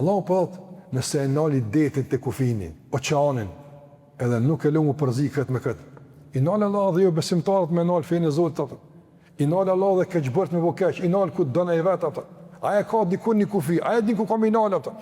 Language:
Albanian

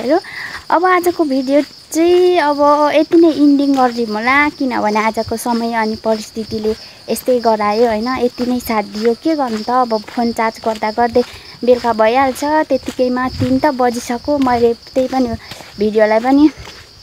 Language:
Nepali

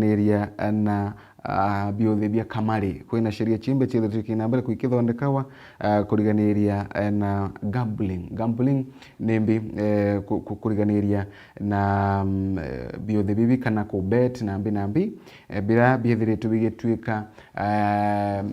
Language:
Meru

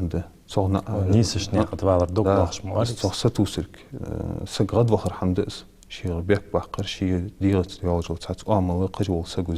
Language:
Ingush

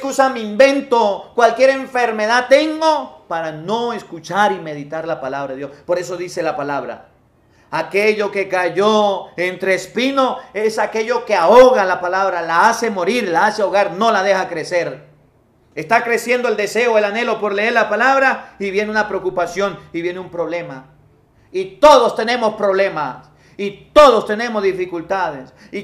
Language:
Spanish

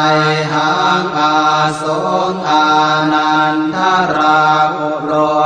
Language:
Pali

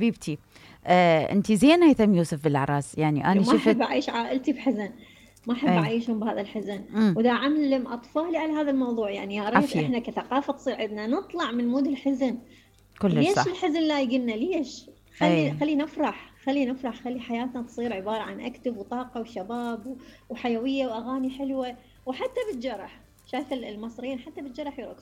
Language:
Mesopotamian Arabic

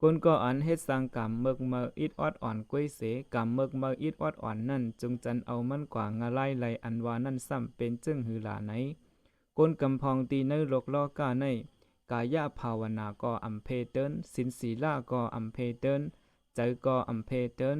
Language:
Shan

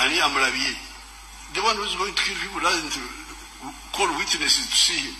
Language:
Ganda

